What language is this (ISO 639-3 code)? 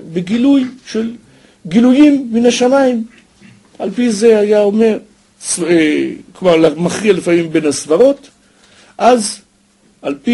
heb